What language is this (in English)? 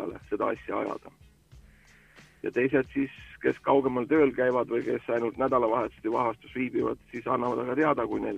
Estonian